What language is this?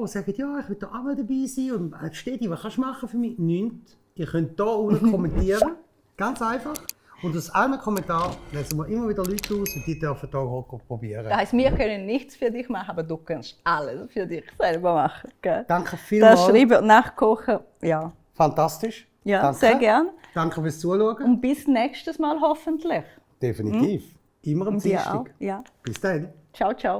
Swiss German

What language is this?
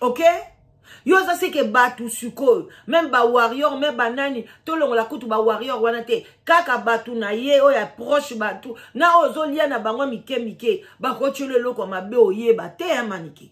Lingala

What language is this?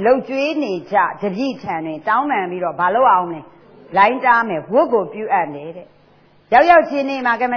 Burmese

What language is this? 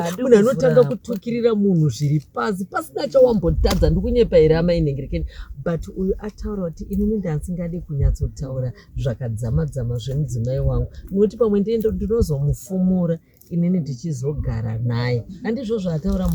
Shona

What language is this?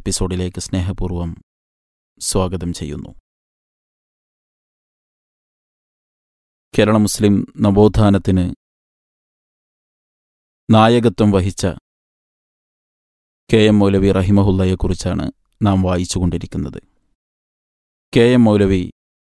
Malayalam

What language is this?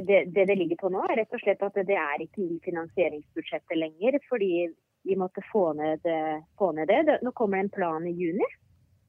Norwegian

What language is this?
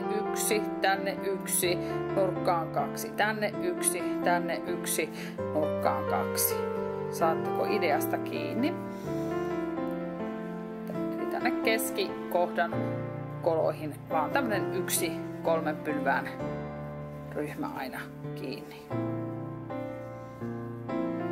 Finnish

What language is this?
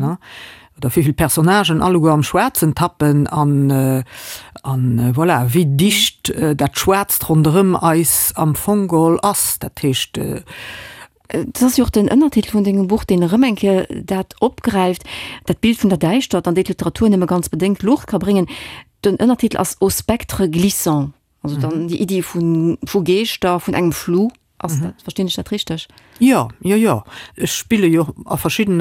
Luxembourgish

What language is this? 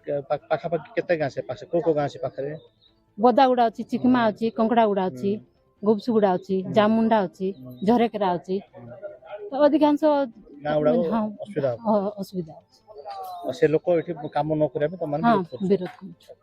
Odia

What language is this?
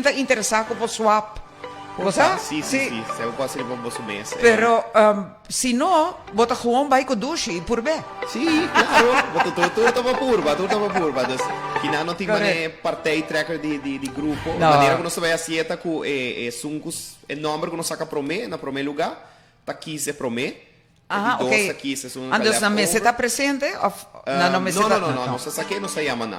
Papiamento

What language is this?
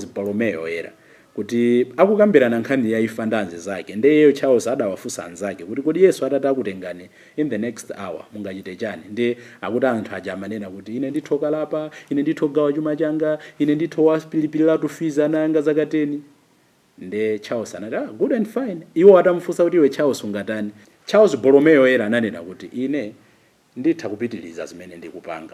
Nyanja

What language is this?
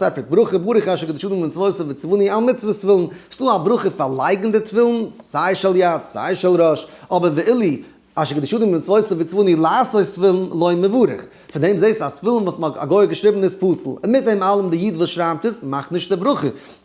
Yiddish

